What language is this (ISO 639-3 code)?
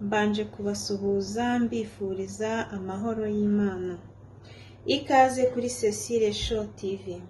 kin